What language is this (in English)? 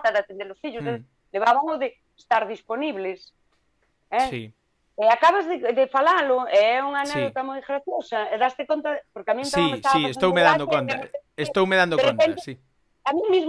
Galician